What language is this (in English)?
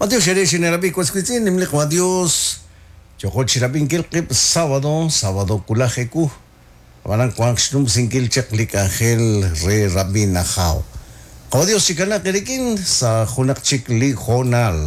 Kekchí